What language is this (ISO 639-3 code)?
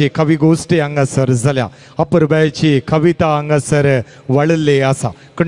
kok